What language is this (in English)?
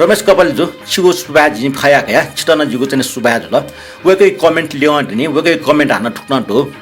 Newari